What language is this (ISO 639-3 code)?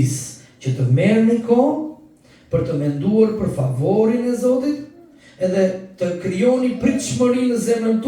sqi